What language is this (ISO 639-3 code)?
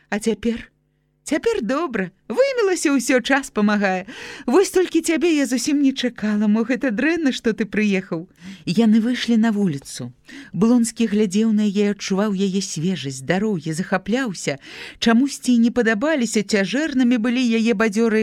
bel